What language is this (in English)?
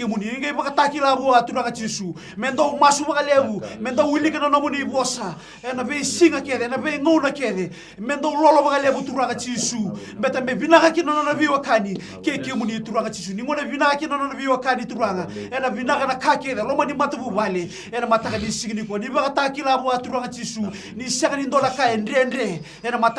Fijian